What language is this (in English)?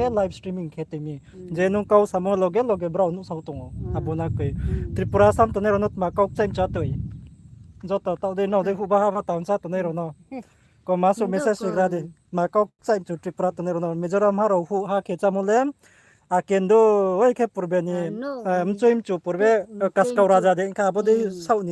Riang (India)